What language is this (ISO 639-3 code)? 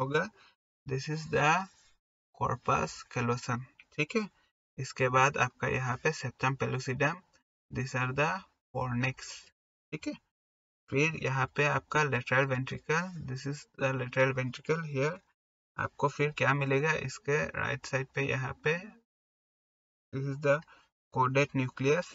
hin